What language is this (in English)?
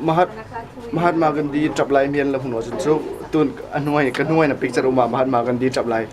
Hmar